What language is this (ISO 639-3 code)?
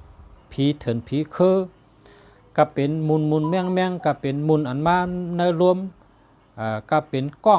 shn